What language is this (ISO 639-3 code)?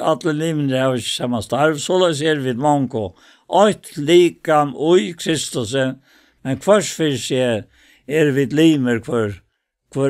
fao